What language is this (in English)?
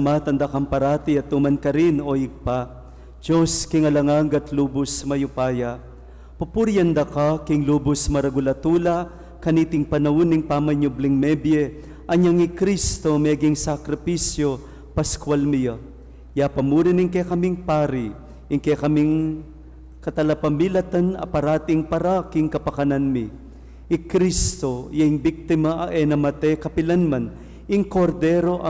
Pampanga